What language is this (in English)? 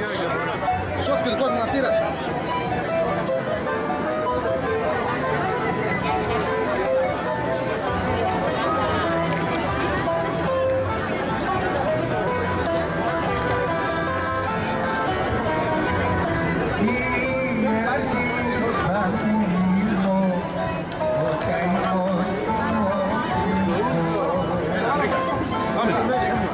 Greek